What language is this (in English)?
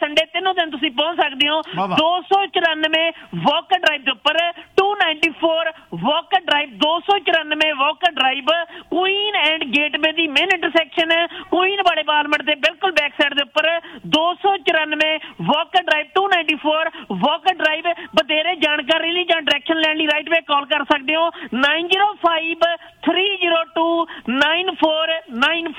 Punjabi